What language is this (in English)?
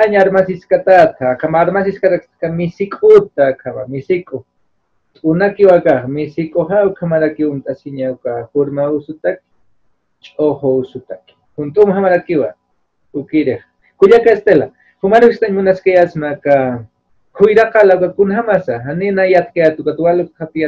Aymara